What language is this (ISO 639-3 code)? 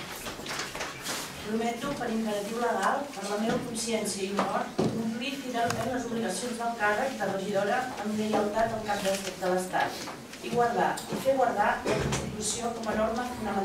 cat